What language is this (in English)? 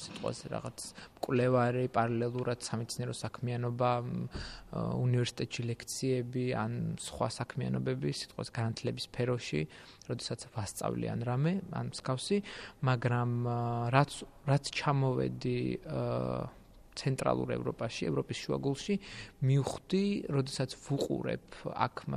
Georgian